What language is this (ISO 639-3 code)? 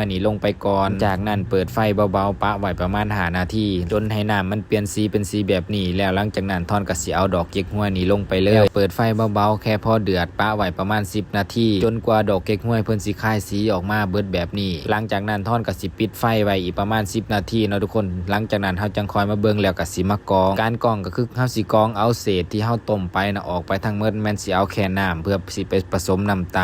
lao